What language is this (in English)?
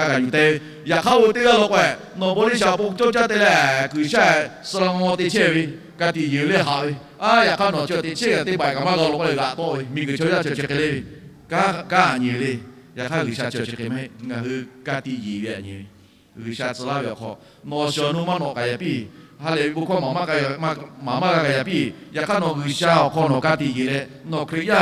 Lahu